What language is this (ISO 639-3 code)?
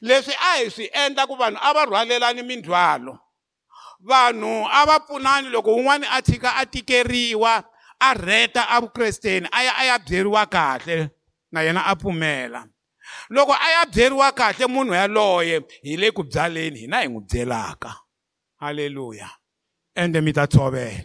tso